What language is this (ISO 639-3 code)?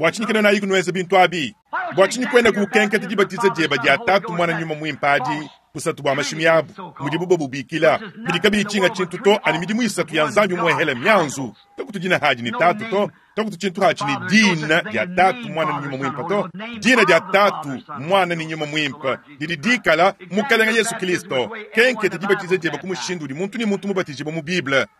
lua